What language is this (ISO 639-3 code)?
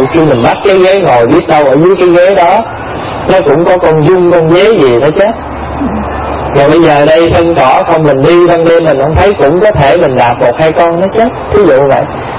vie